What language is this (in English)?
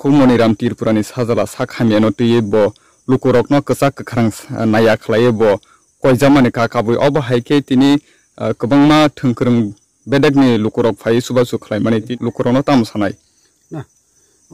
Riang (India)